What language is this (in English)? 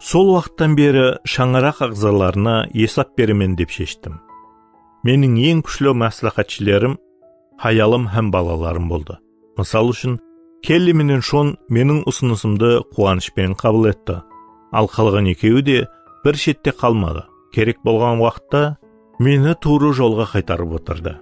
Kara-Kalpak